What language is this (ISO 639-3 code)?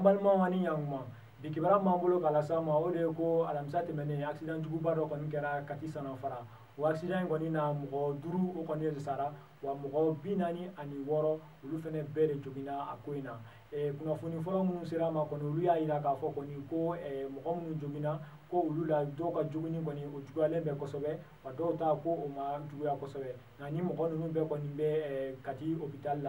bam